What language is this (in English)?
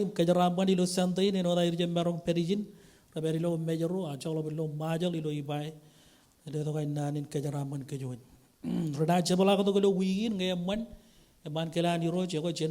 Marshallese